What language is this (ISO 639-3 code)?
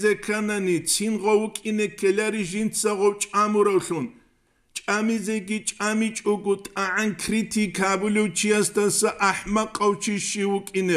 ava